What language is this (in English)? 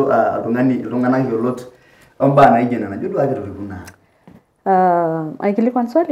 Masai